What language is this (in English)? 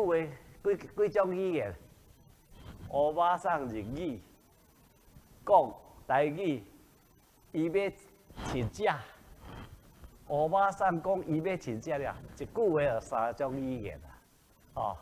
Min Nan Chinese